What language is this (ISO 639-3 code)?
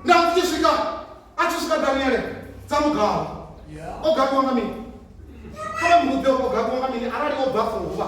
ven